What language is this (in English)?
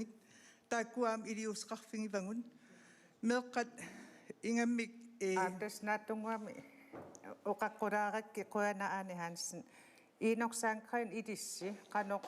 Kalaallisut